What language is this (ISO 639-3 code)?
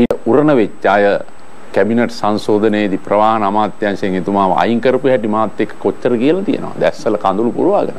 sin